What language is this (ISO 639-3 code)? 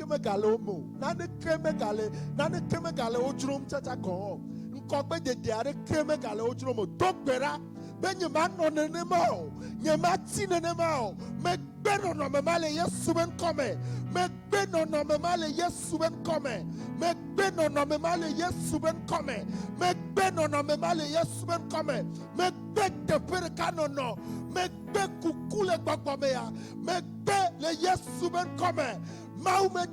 ewe